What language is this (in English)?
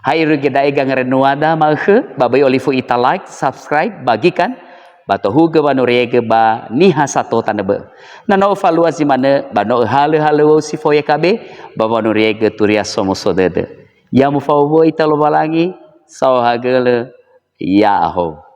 Nias